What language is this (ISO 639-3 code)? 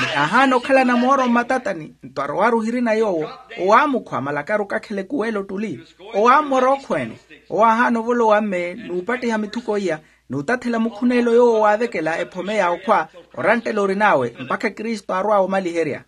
vmw